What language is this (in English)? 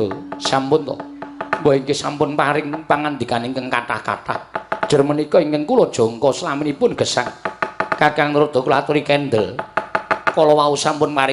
Javanese